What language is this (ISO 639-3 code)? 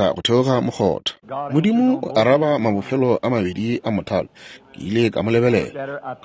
nso